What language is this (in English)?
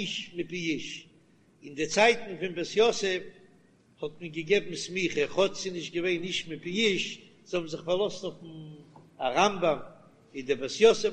Yiddish